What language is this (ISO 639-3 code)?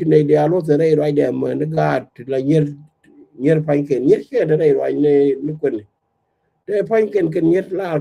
nus